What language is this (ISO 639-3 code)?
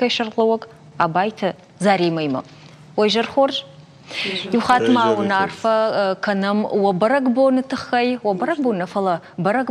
oss